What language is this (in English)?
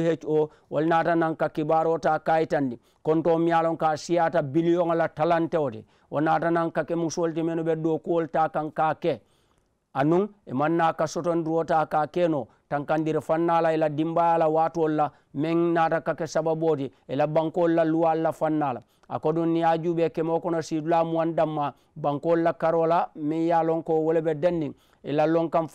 Mandingo